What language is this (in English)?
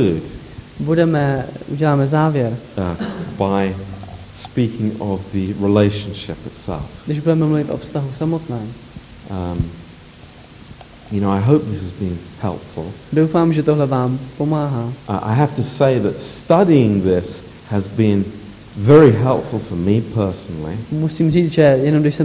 Czech